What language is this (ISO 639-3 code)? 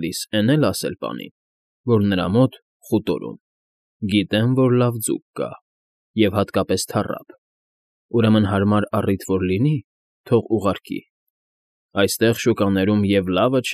hye